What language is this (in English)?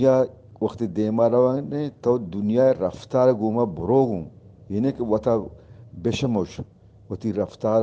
Eastern Balochi